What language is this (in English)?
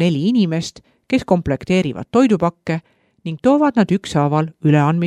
Estonian